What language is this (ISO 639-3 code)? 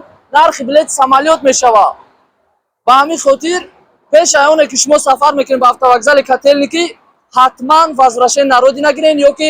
tgk